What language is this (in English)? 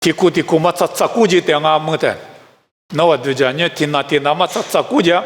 Lisu